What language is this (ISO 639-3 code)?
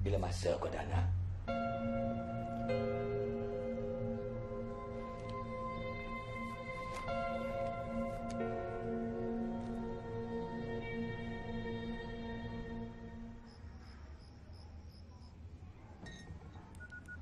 msa